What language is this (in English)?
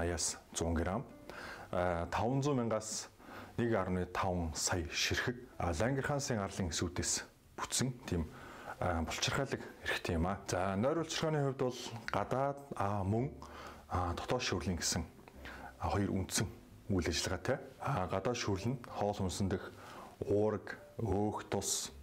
Mongolian